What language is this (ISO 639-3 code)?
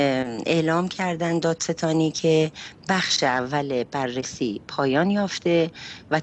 fas